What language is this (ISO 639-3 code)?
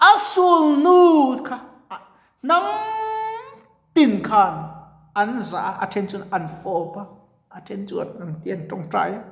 lus